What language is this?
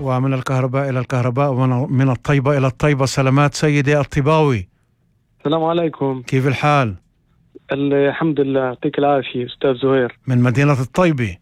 North Levantine Arabic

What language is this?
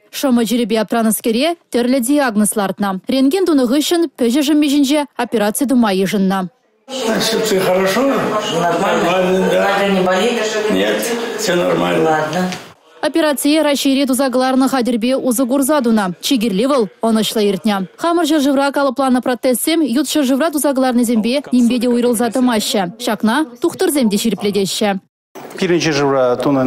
Chuvash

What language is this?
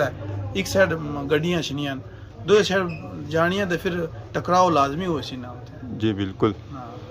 Pahari-Potwari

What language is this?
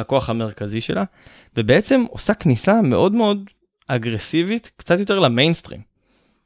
Hebrew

